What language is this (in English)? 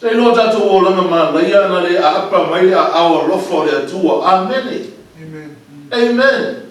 Samoan